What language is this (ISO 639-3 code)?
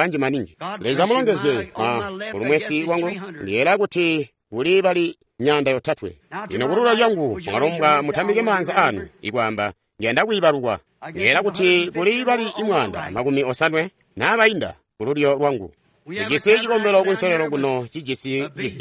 toi